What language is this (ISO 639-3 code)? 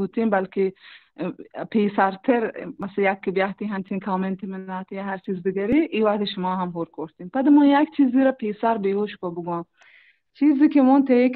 bal